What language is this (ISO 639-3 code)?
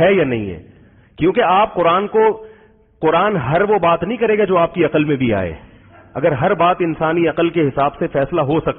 urd